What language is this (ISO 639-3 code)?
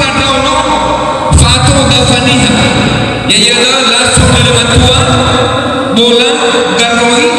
nia